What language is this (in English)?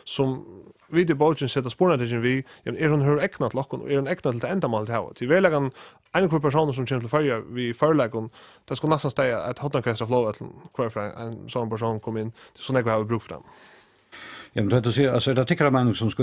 Faroese